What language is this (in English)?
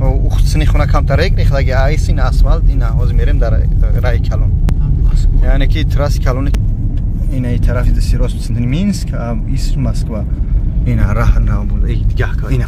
Tajik